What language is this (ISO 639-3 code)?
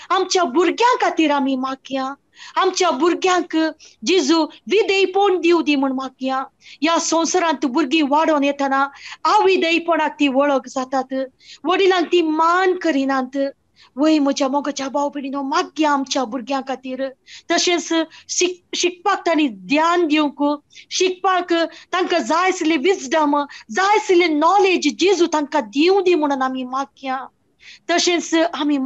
kok